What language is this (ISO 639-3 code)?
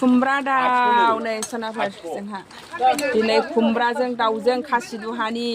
brx